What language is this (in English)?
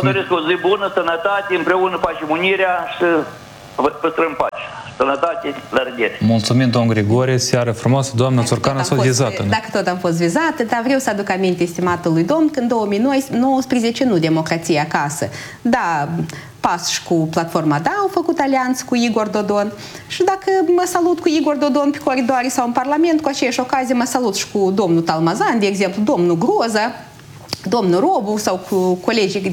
Romanian